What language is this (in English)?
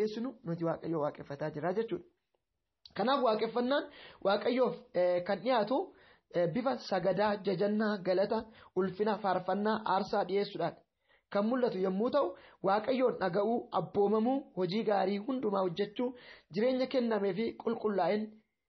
Oromo